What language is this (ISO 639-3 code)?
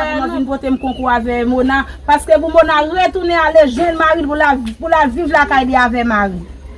hat